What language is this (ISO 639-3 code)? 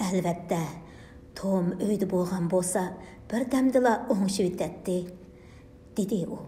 uig